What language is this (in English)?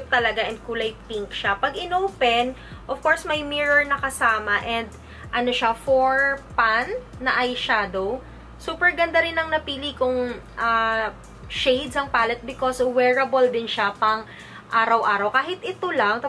Filipino